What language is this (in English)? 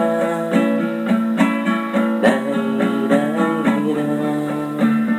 Italian